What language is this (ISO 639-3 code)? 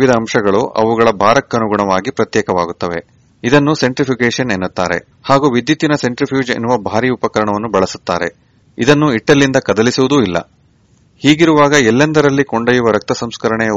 kan